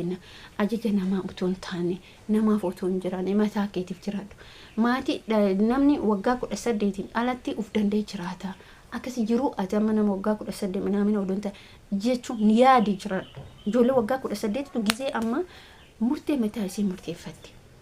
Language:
Oromo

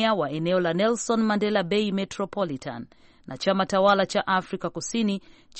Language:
Swahili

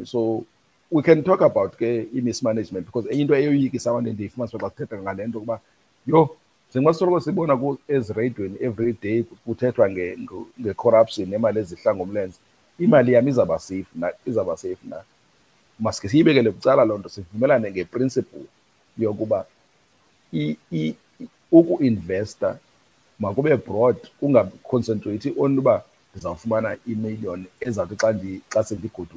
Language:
Xhosa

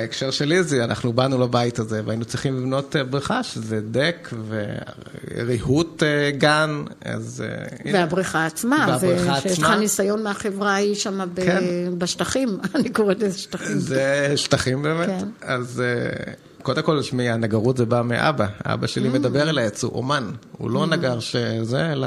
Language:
Hebrew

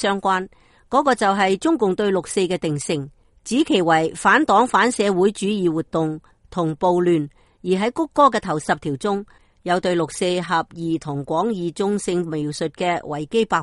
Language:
Cantonese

